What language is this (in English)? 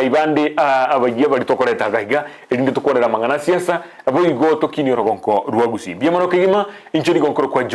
Gusii